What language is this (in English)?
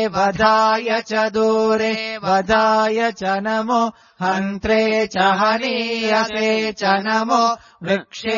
Sanskrit